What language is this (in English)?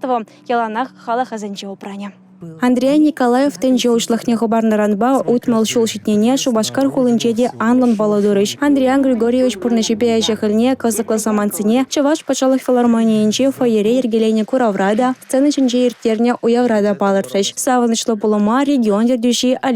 Chuvash